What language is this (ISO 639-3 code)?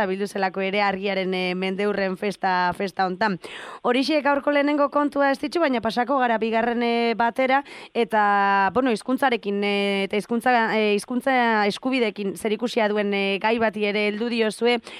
eus